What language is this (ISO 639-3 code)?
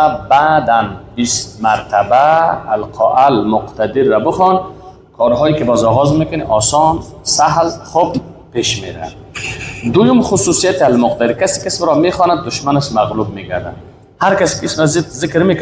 fas